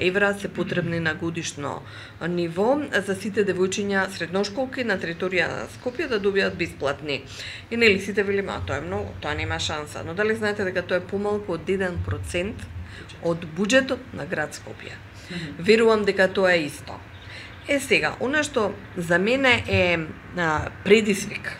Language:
Macedonian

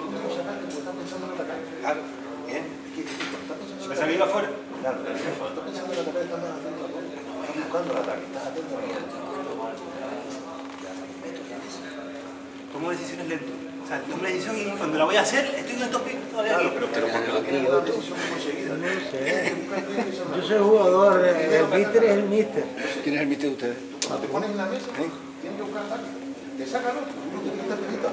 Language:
Spanish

